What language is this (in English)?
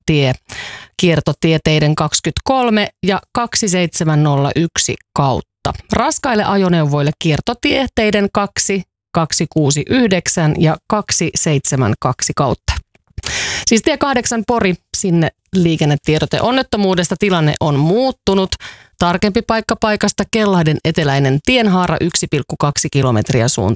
Finnish